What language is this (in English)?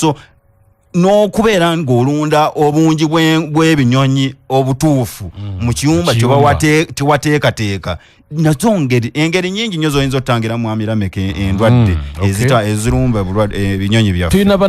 Ganda